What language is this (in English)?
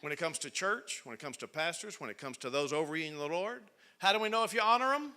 English